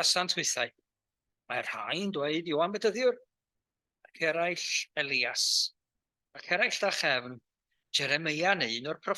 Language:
Welsh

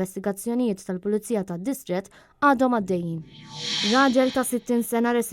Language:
Maltese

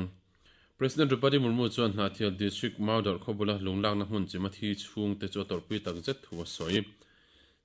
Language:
Mizo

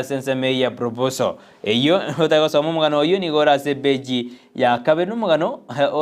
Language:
Gusii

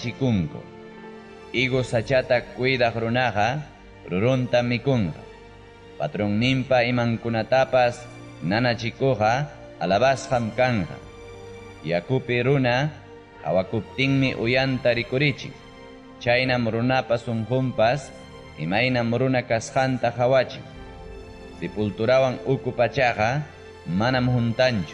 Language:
Ayacucho Quechua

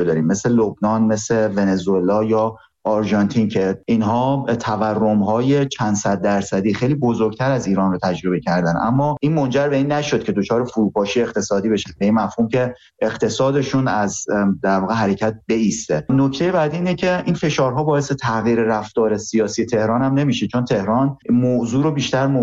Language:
Persian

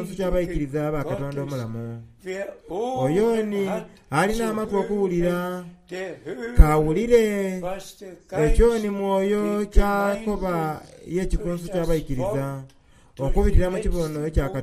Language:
Soga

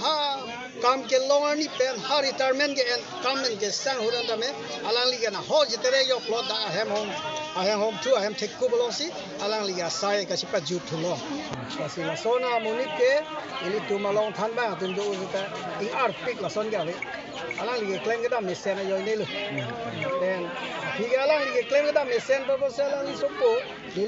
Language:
Karbi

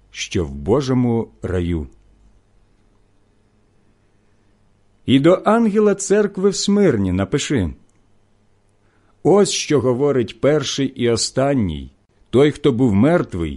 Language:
Ukrainian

